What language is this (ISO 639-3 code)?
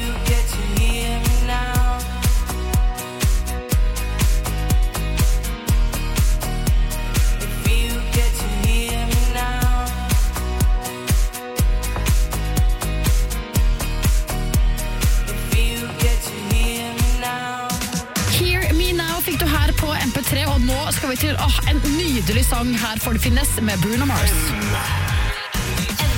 nor